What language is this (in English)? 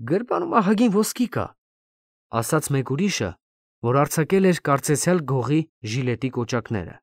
Armenian